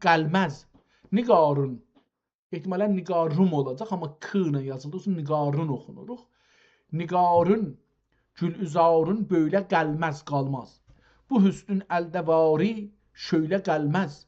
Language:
South Azerbaijani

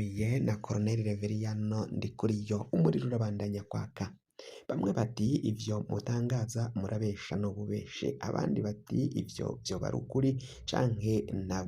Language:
Rundi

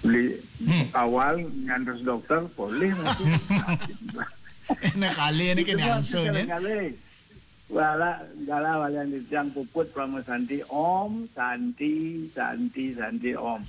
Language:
Balinese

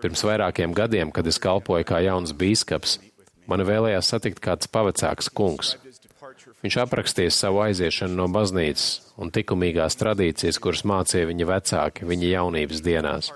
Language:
Latvian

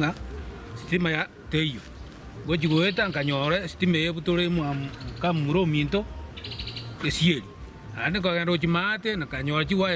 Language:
Gusii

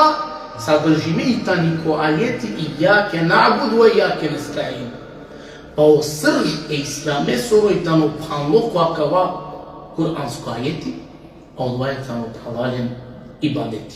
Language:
Balkan Romani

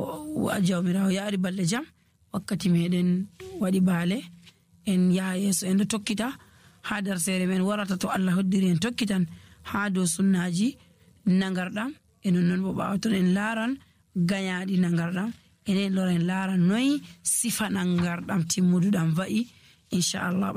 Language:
Nigerian Fulfulde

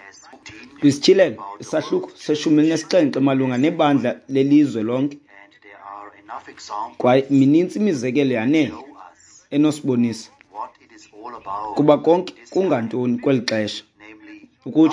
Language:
Xhosa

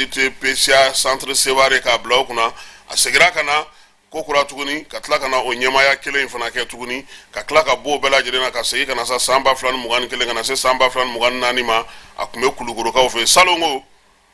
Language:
Bambara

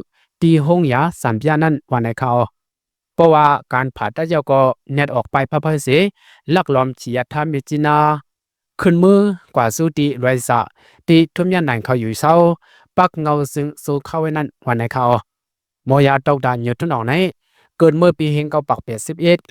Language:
Shan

